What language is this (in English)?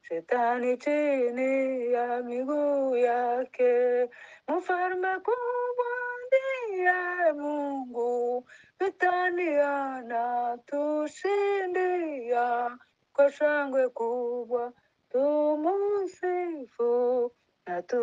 Kinyarwanda